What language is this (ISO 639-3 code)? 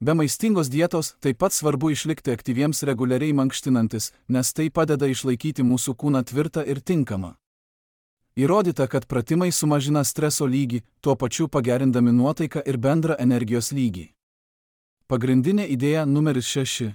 lit